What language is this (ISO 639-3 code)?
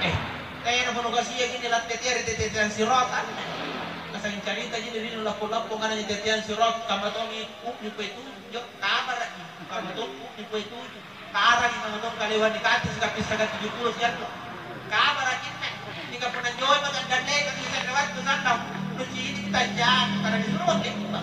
mak